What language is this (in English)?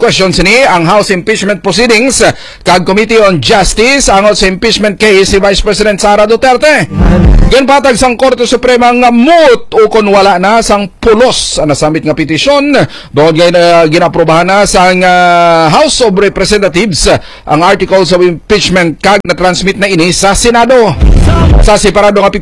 Hiligaynon